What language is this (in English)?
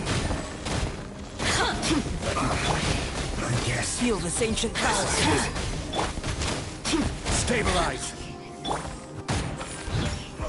English